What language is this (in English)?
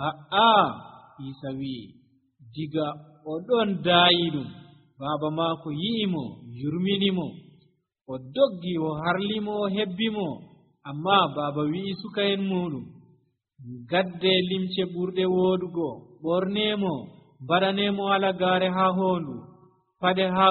Nigerian Fulfulde